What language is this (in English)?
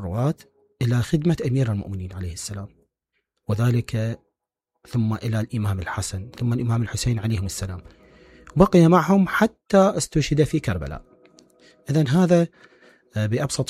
Mesopotamian Arabic